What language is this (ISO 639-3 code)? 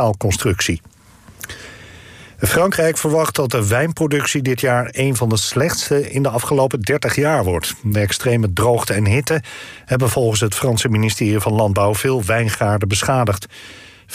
nld